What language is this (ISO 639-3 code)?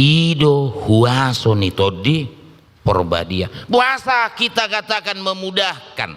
bbc